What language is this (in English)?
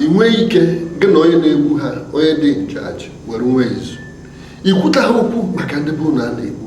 Igbo